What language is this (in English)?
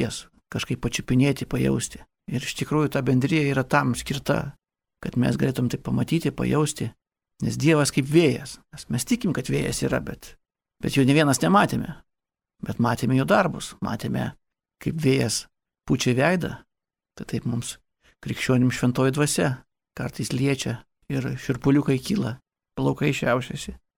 Lithuanian